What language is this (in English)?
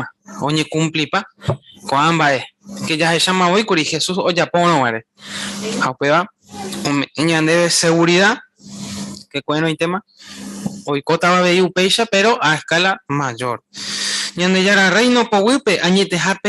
Guarani